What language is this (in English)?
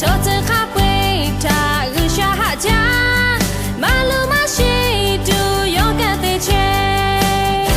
Lahu